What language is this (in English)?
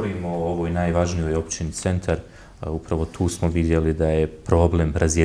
Bosnian